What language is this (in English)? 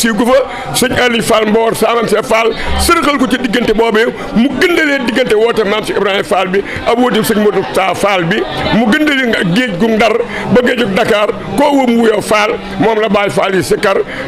Wolof